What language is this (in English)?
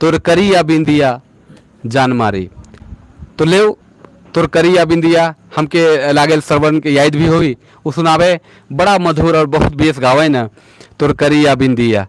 Sadri